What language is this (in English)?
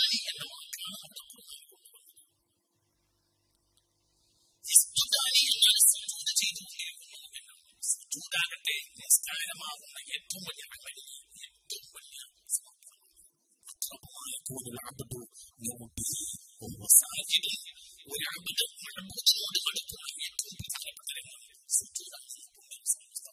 Malayalam